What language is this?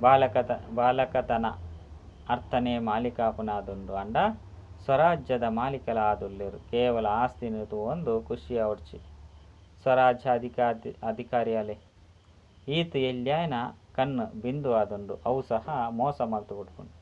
Tulu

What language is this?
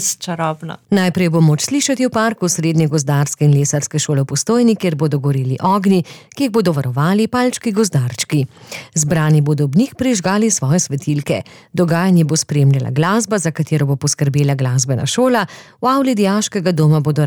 Slovenian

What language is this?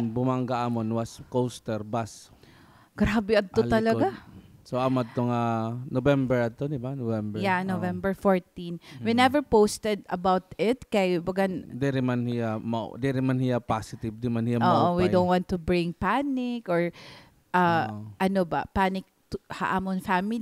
Waray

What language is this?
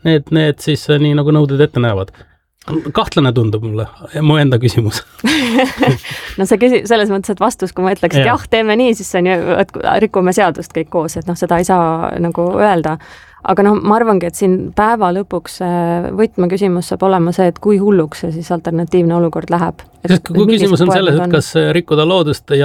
Estonian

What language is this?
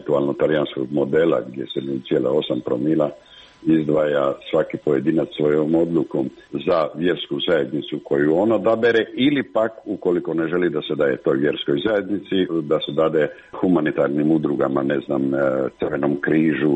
Croatian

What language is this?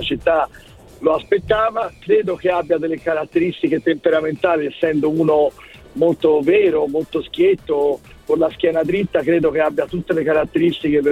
Italian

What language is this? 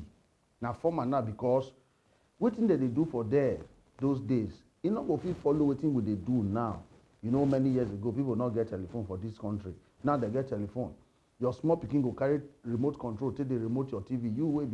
Nigerian Pidgin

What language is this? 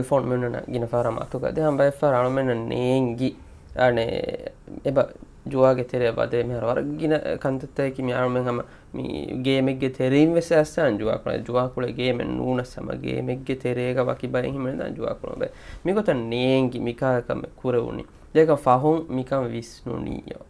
Divehi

